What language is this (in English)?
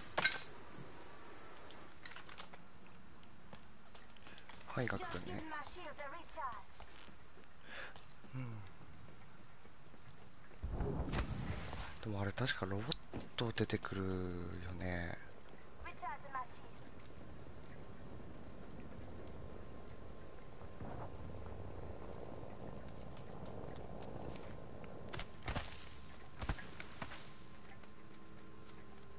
Japanese